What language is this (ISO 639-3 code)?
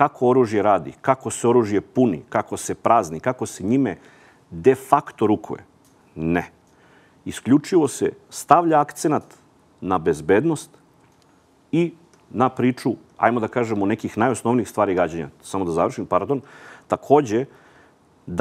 srp